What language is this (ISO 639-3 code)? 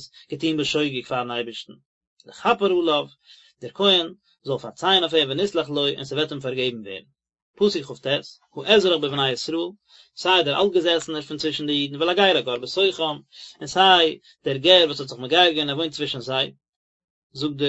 yid